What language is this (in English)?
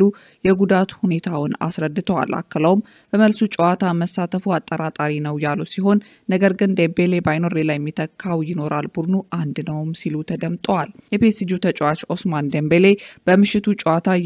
Amharic